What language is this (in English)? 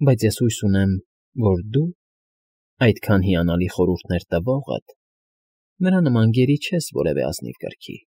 Armenian